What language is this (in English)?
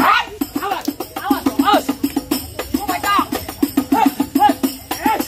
Betawi